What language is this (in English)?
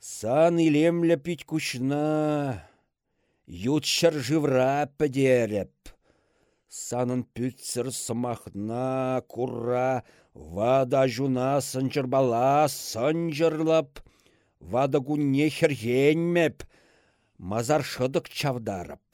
Chuvash